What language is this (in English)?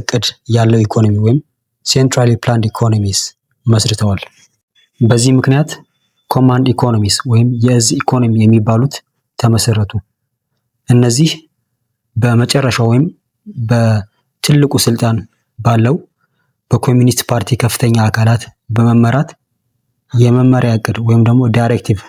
Amharic